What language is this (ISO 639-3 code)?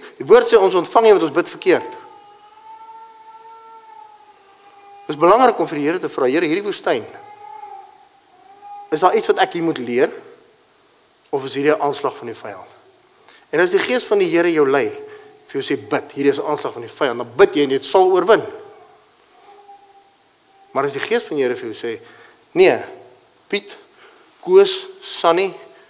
afr